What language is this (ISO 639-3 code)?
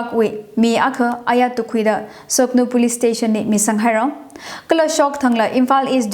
nmf